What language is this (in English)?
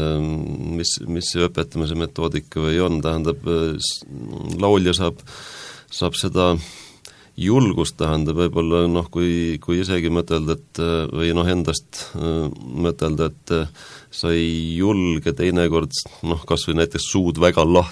Estonian